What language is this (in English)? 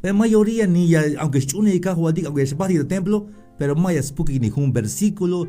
Tzeltal